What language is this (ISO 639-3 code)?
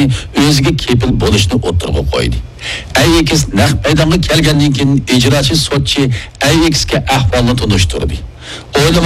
uig